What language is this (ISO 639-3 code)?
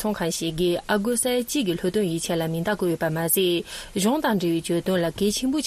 bod